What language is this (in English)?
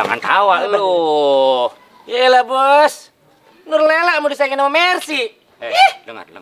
Betawi